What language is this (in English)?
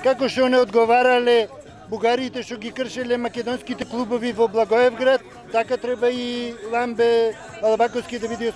Macedonian